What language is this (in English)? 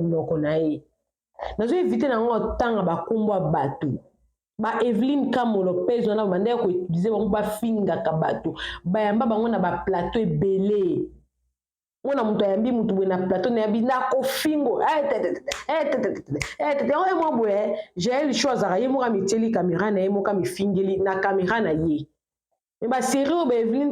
Lingala